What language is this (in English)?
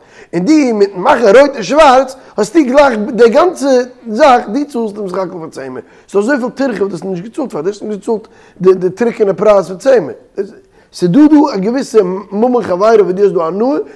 Yiddish